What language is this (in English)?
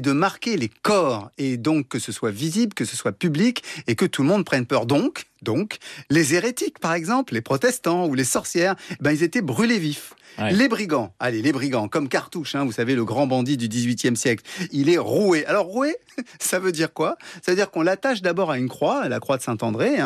French